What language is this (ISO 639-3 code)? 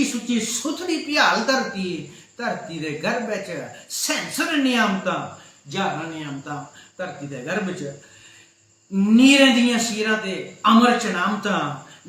doi